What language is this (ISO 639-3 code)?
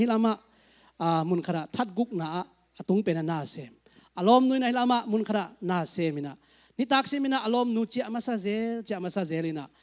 ctd